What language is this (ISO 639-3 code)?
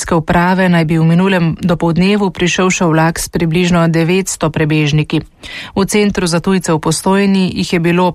slv